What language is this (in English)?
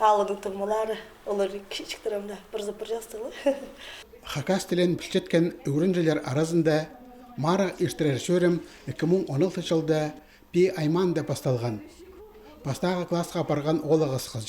Khakas